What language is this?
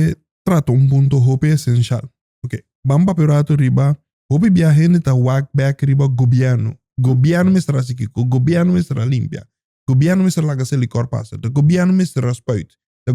Papiamento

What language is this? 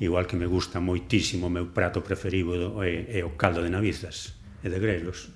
Galician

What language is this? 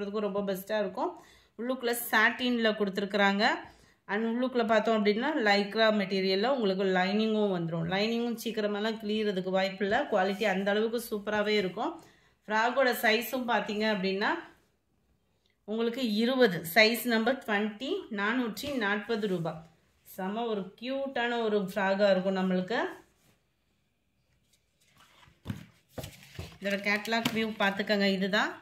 Tamil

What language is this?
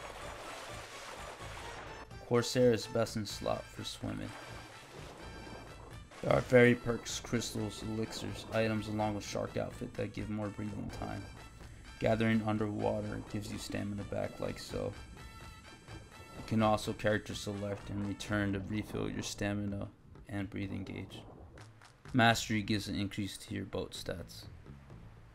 English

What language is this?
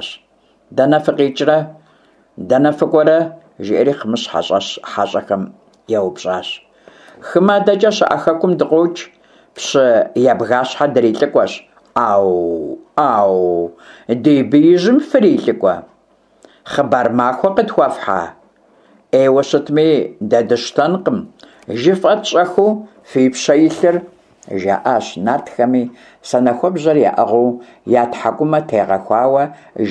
Kabardian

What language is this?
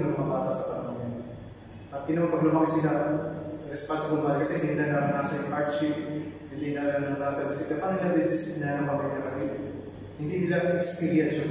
Filipino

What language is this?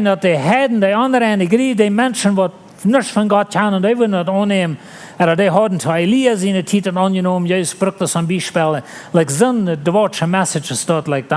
Plautdietsch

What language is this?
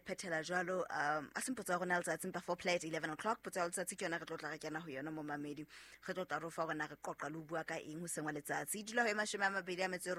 Southern Sotho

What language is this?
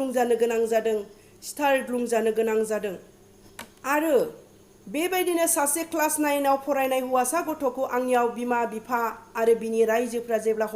Bodo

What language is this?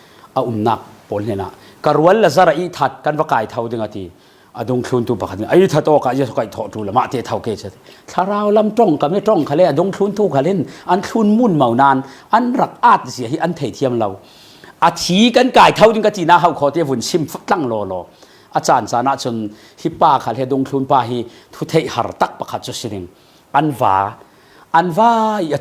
Falam Chin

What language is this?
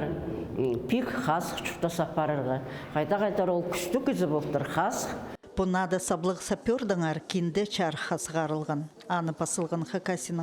Khakas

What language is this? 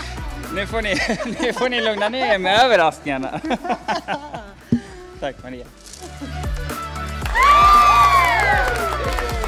Swedish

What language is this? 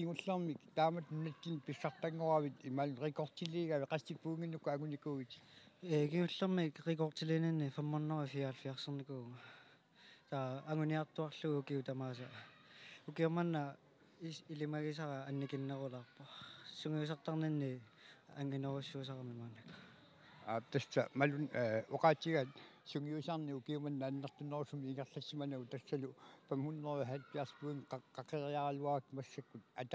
Kalaallisut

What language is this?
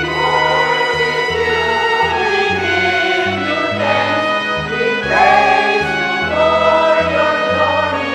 Pampanga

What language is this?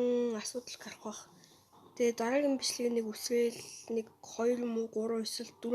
Mongolian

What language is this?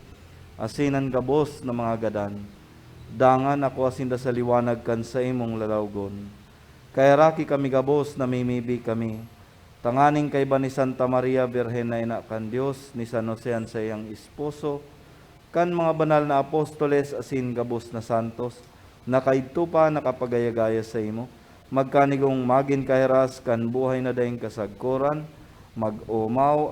Bikol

